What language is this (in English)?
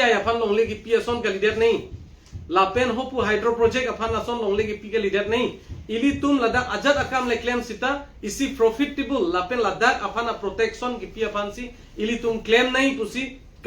Karbi